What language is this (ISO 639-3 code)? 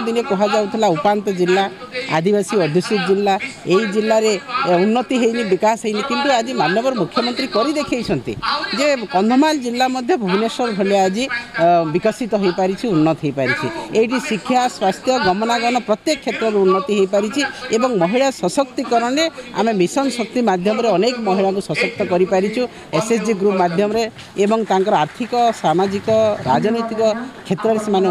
ori